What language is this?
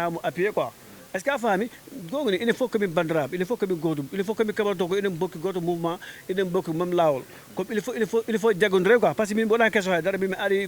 Fula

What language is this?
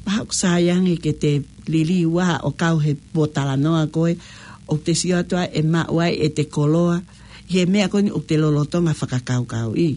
Tongan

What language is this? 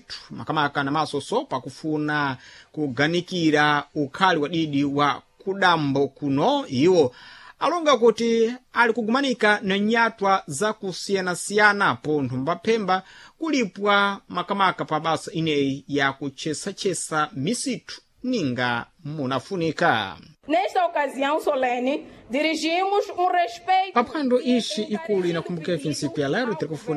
Sena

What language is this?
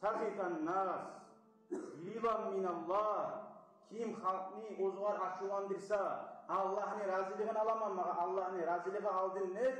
Kumyk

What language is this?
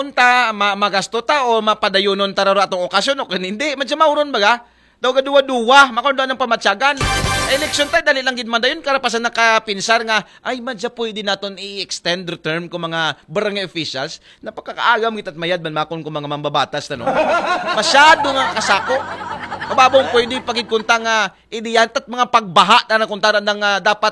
Aklanon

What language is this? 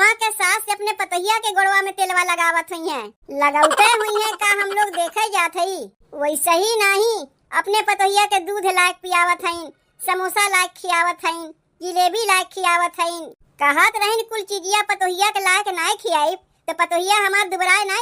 Awadhi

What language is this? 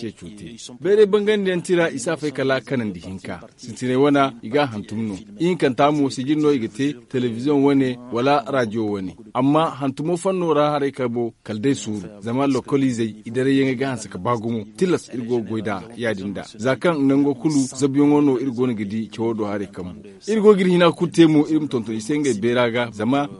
Zarma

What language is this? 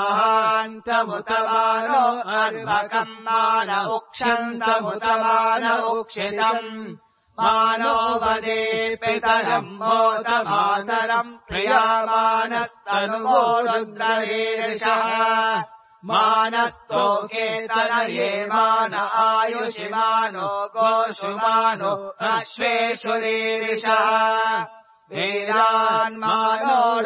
Sanskrit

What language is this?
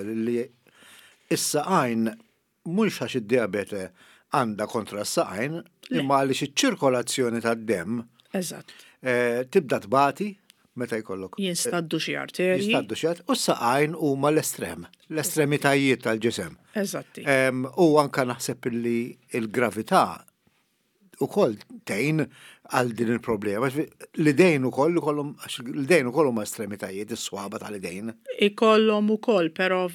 Maltese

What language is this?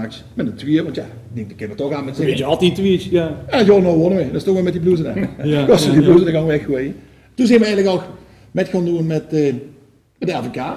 Limburgish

